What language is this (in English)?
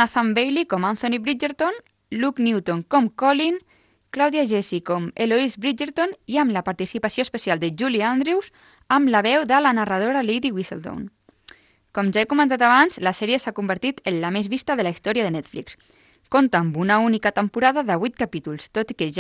Catalan